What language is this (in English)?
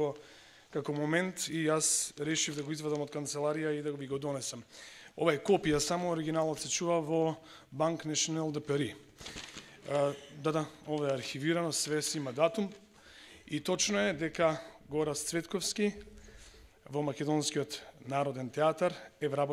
Macedonian